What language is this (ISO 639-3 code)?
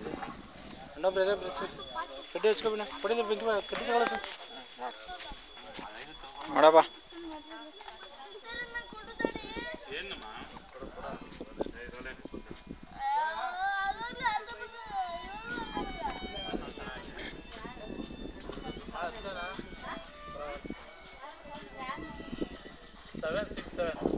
kan